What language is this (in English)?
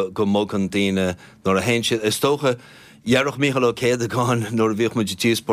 Irish